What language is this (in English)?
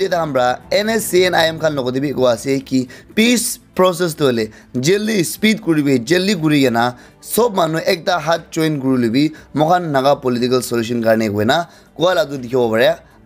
Naga Pidgin